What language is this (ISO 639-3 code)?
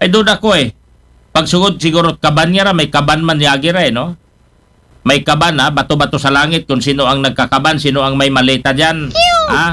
akl